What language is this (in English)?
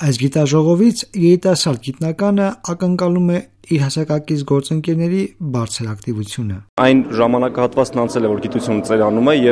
Armenian